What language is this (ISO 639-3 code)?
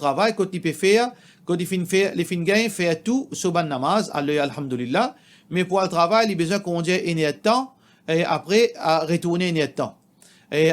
mfe